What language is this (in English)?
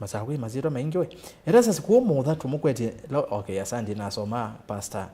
Kamba